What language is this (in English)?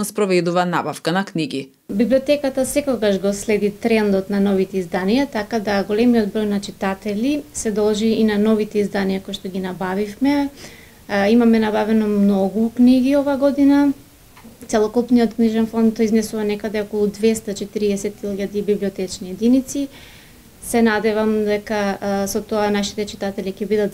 Macedonian